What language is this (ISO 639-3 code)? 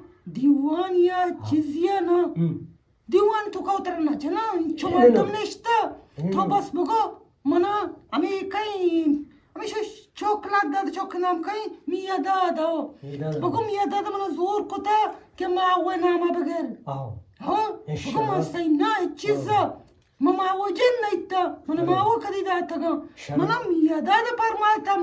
bgp